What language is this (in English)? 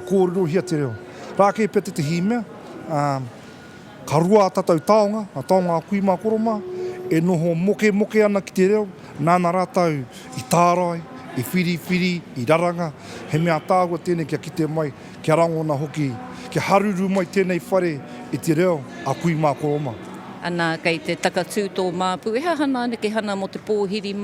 Māori